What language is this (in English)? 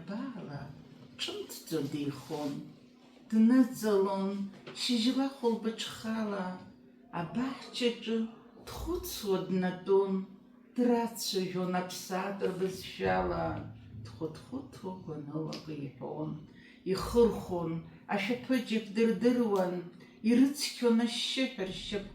Abkhazian